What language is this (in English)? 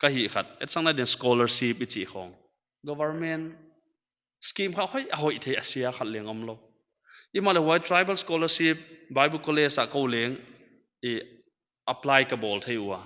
Paite Chin